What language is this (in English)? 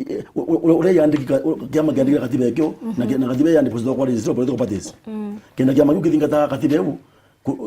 Meru